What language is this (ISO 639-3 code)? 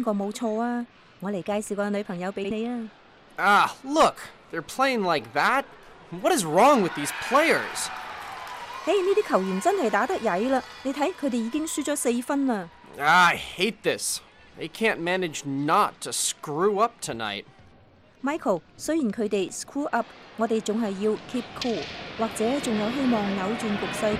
yue